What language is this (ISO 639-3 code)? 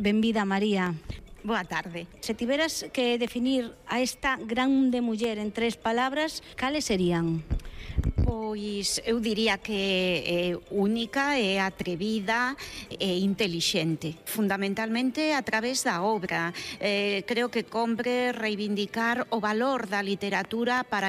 glg